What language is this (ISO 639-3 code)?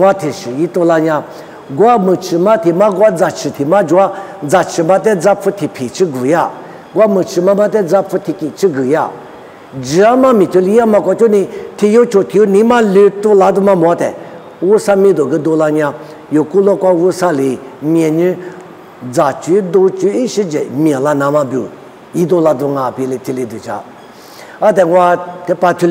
lis